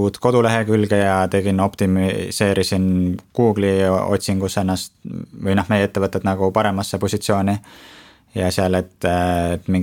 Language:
Estonian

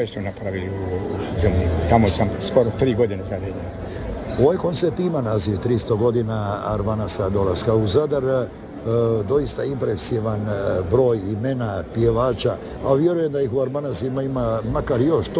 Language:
Croatian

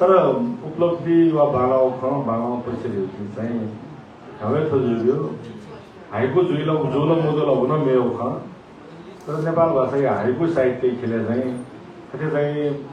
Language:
Newari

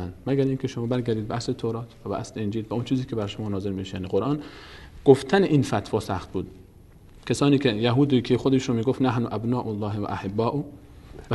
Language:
Persian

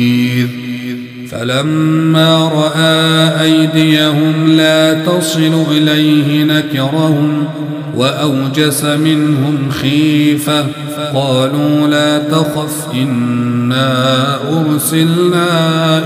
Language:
Arabic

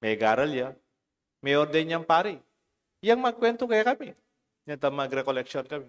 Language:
Pampanga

